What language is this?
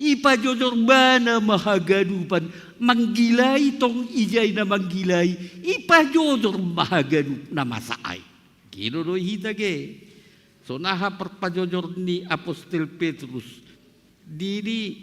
Batak Simalungun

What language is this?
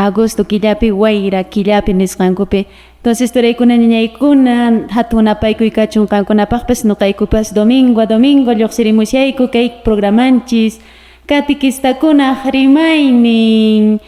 Quechua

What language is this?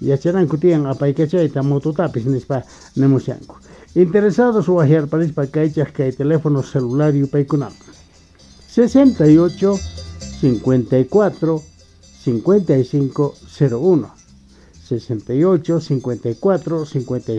Quechua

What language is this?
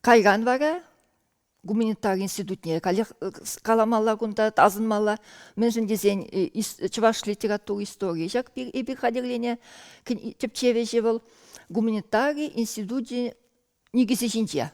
Chuvash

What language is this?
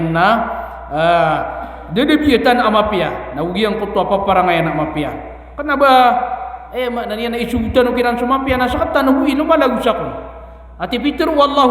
Maranao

